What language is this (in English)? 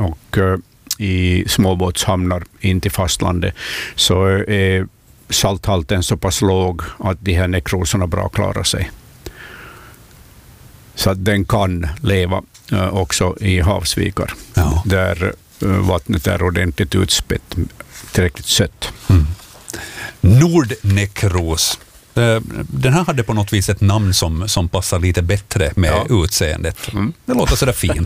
Swedish